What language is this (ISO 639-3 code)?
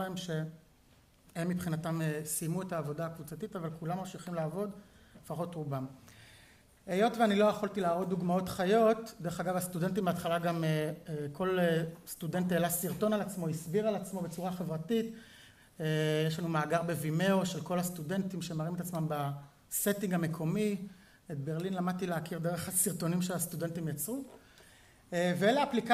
heb